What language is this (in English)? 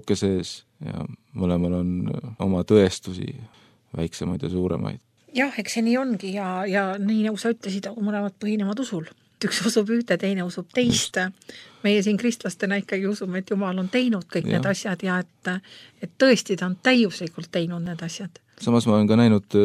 Estonian